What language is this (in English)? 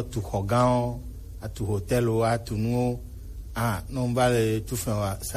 Gen